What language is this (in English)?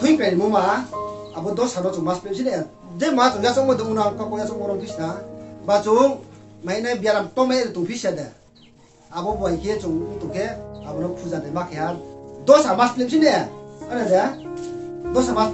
Riang (India)